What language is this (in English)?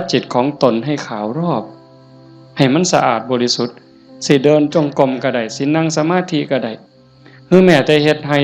Northeastern Thai